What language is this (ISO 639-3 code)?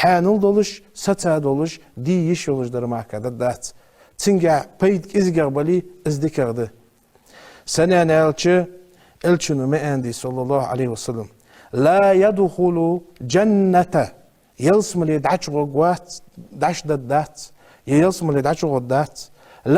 inh